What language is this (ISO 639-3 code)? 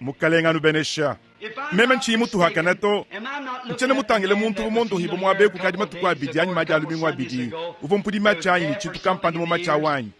lua